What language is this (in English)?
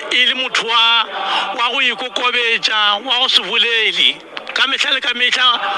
Northern Sotho